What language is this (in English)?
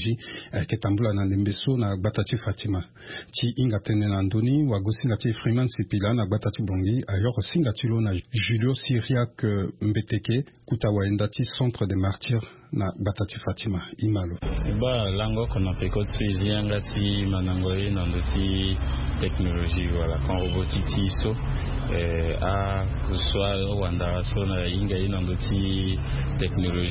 Sango